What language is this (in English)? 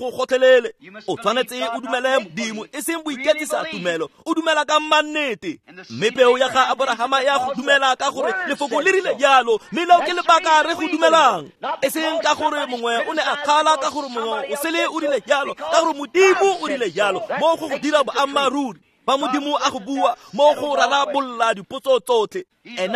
Tswana